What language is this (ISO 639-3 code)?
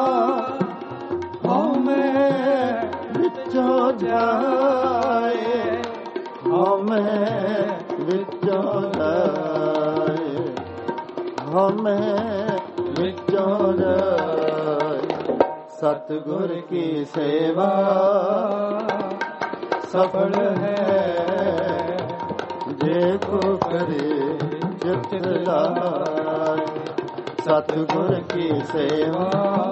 pan